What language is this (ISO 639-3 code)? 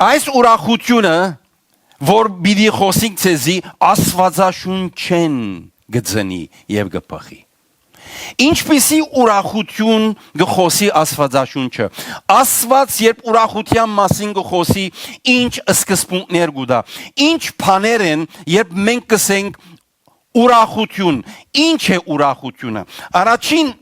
hyw